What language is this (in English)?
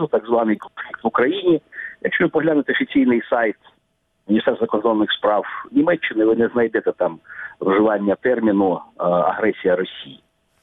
Ukrainian